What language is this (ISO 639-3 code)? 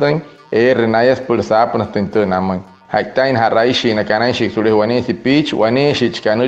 guc